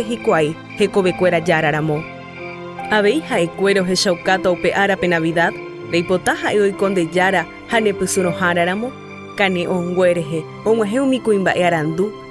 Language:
Guarani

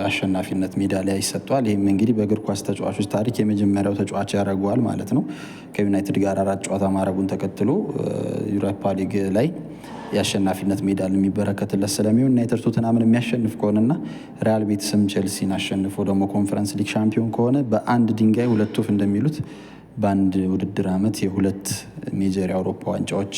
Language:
Amharic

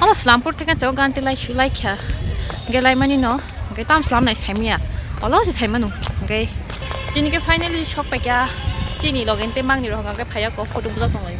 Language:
Kok Borok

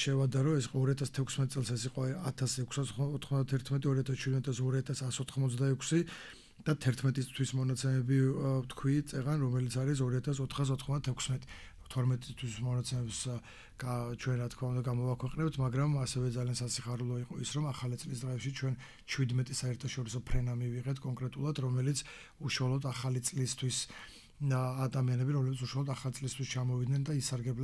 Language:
Georgian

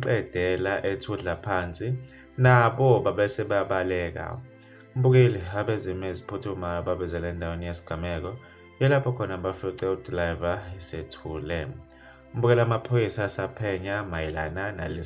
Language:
Zulu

